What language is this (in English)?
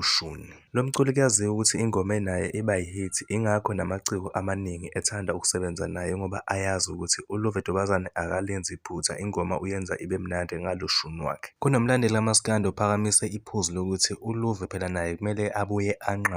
Zulu